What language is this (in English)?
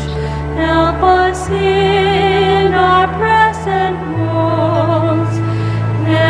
Pampanga